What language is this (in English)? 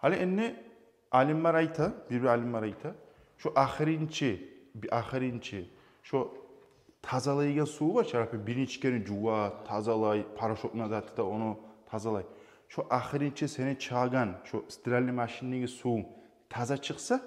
Kumyk